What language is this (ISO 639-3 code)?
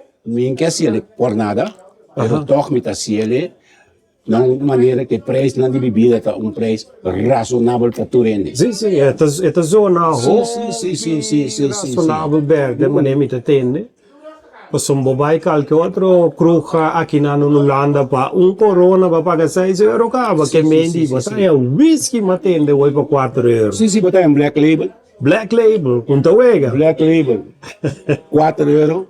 pap